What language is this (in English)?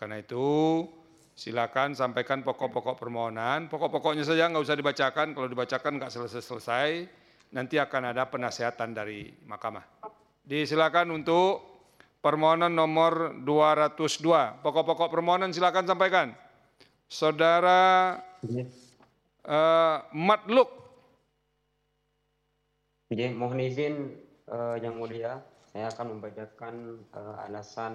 Indonesian